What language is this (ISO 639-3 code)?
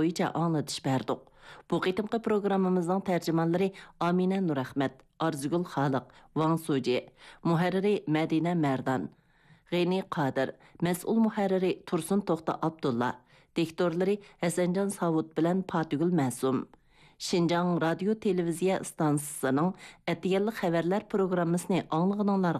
uig